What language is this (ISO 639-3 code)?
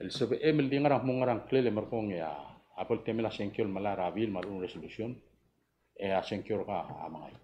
pau